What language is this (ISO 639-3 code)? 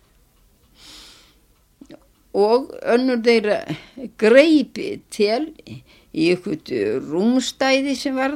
isl